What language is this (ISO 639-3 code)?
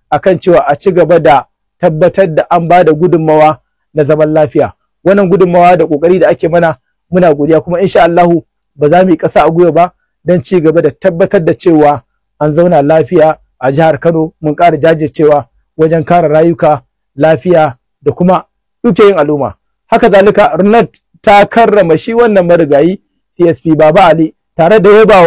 hau